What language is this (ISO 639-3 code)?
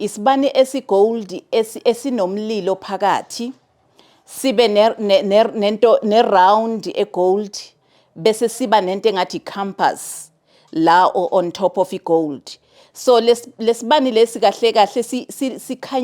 zul